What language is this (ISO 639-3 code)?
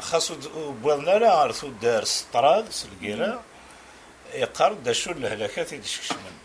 kab